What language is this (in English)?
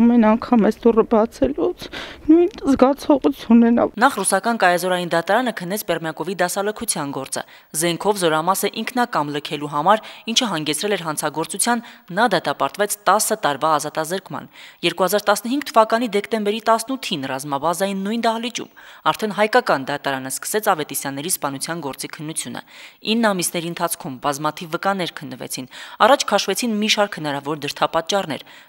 Armenian